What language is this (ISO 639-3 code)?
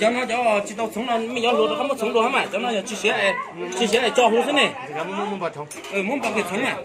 hmn